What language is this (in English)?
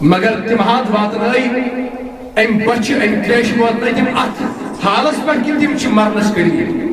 Kashmiri